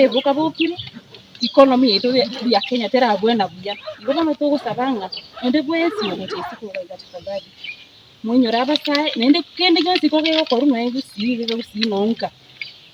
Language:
Gusii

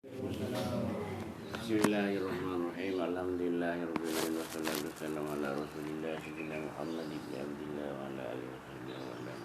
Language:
Madurese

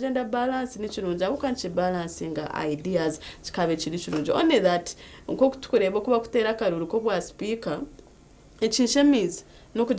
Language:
Nyankole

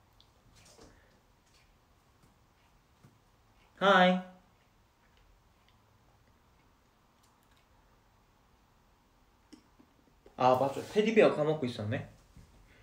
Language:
Korean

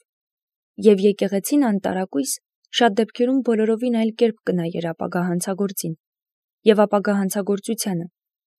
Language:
Armenian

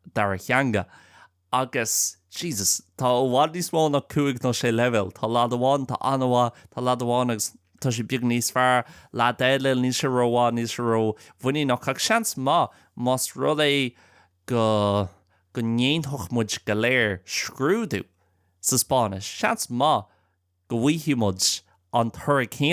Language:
Irish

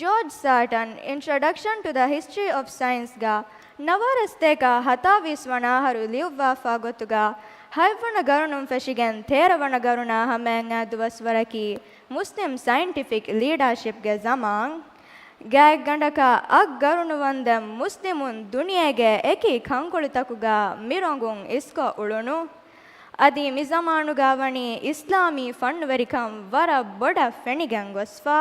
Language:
Divehi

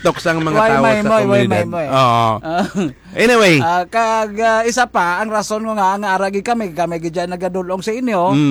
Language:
Hiligaynon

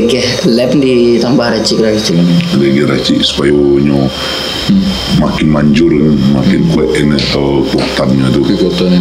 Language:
Minangkabau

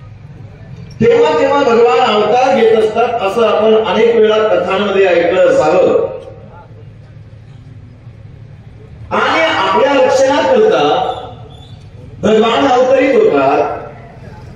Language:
Marathi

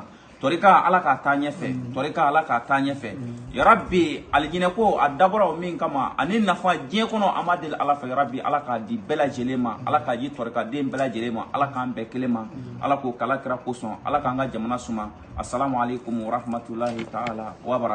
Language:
Bambara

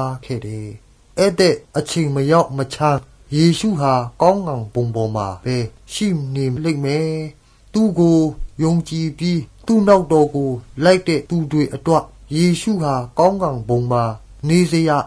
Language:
Burmese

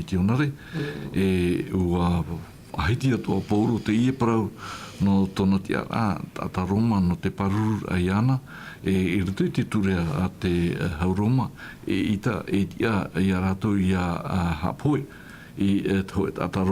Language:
Tahitian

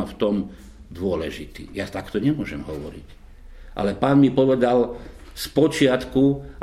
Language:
Slovak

